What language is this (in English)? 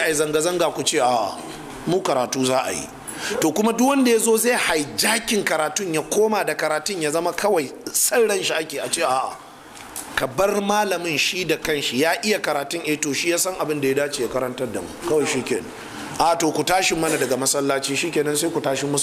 Hausa